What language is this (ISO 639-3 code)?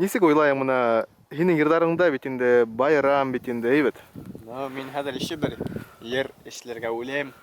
bak